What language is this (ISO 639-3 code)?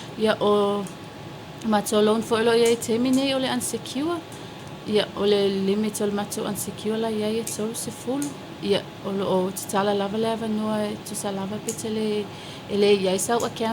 smo